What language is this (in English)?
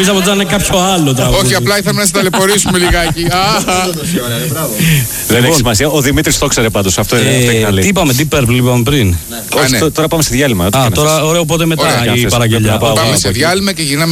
Greek